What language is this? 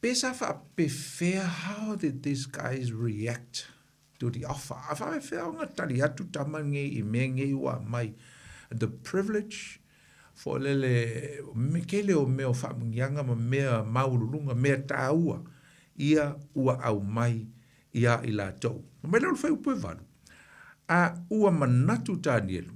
Samoan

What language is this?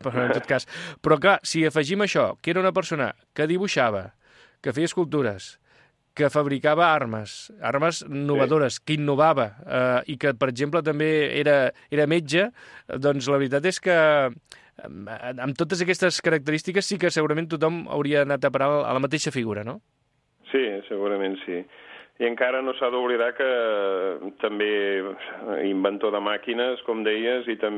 Catalan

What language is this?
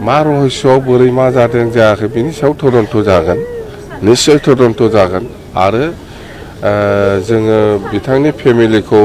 Bodo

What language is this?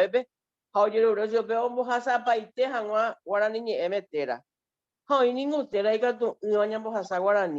Guarani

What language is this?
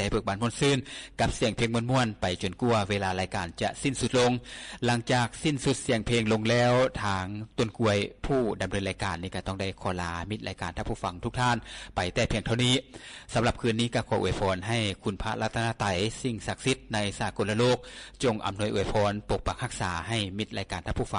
Lao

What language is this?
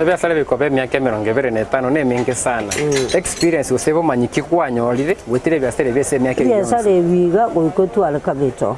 Gusii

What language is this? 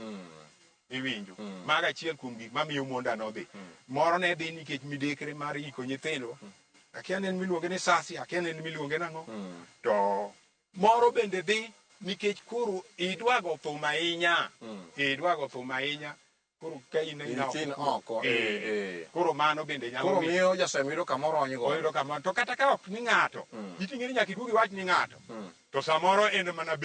Luo (Kenya and Tanzania)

